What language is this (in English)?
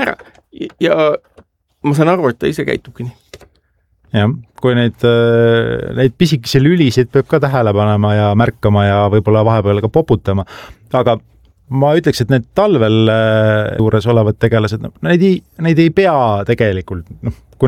Estonian